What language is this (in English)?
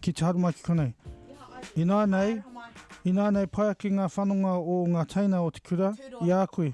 Māori